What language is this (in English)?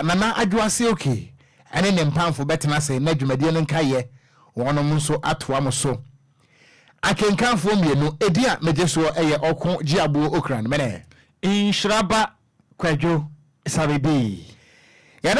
Akan